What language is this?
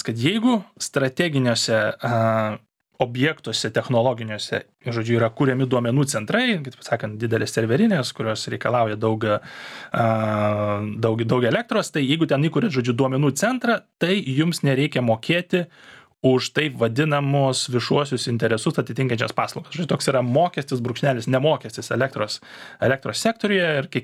Lithuanian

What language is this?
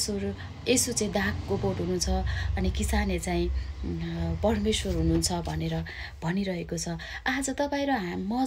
Nepali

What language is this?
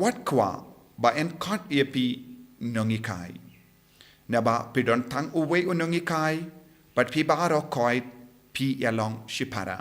Khasi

